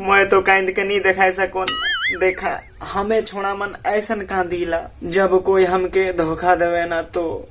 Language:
Sadri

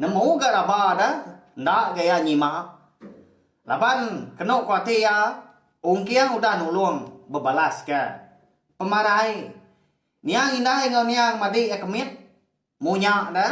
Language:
Iban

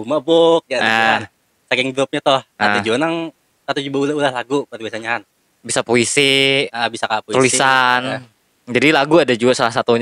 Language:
Banjar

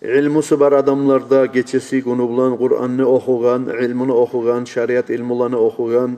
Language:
Kumyk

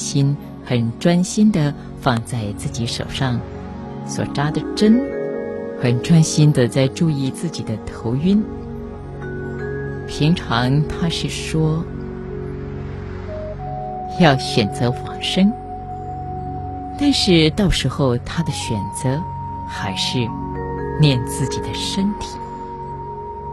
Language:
Chinese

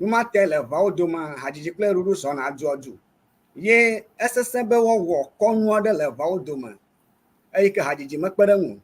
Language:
Ewe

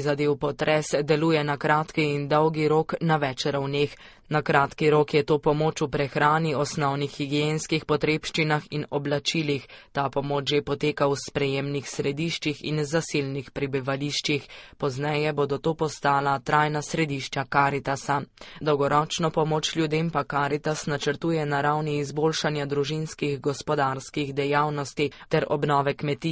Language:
Slovenian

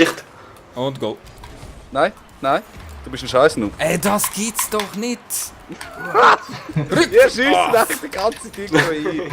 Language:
Swiss German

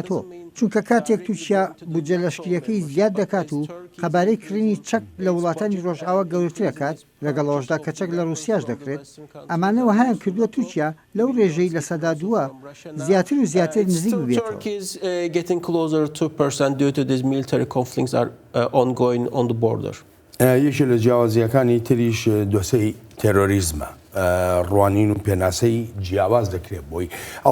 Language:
Central Kurdish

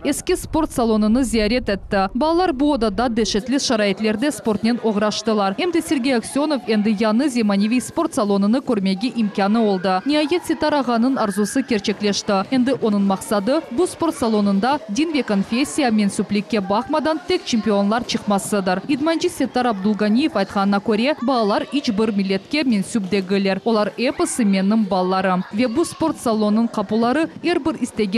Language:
Crimean Tatar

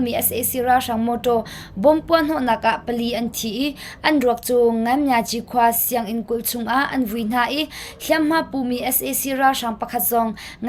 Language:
Hakha Chin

